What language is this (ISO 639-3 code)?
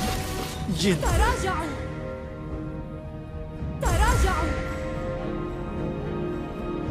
ara